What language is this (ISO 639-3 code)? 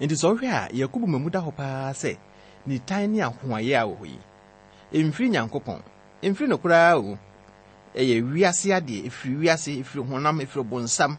aka